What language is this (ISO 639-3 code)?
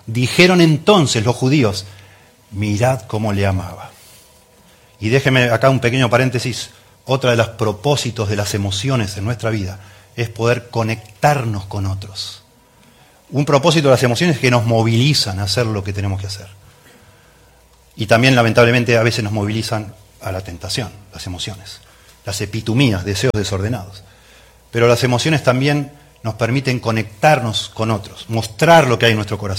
spa